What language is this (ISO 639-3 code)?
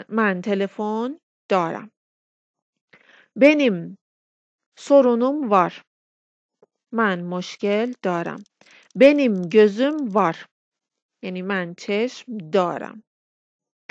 fas